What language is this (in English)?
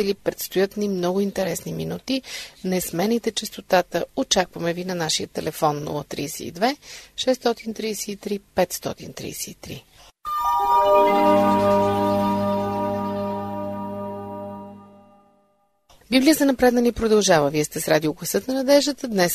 Bulgarian